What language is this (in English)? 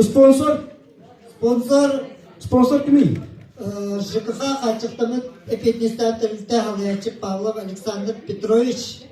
Yakut